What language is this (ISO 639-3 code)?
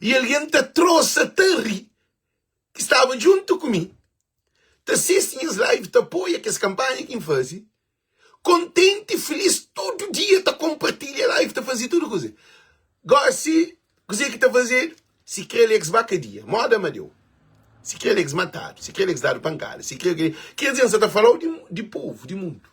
kea